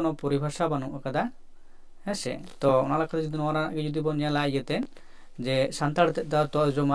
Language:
Santali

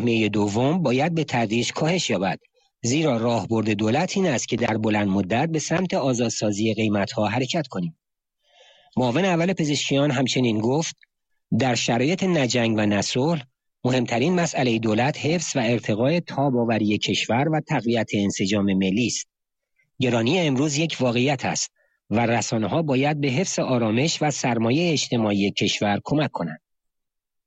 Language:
Persian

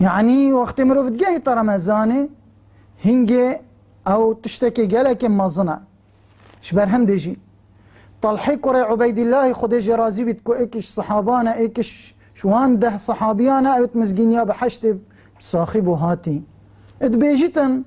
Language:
Kurdish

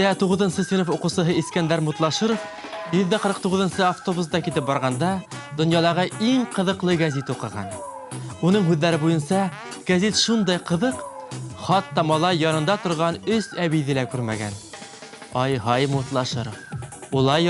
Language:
Bashkir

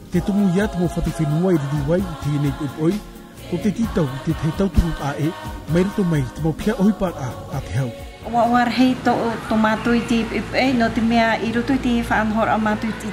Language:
Tahitian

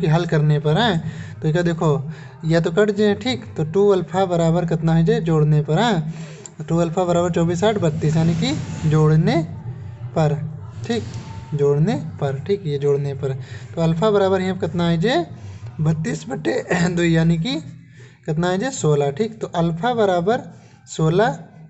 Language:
Awadhi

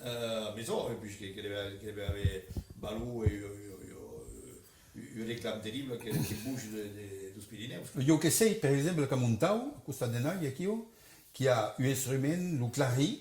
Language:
Occitan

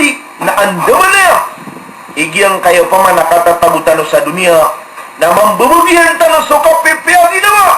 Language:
Maranao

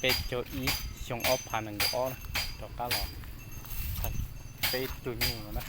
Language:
Hmong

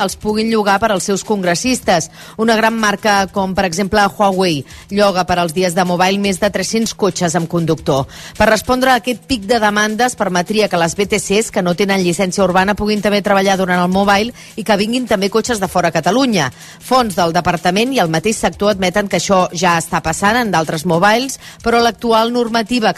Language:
Catalan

